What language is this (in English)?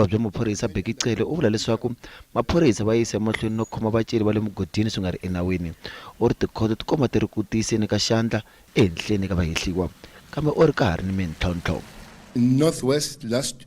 Tsonga